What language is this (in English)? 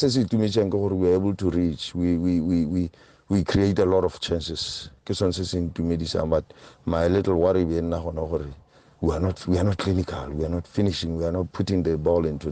Tswana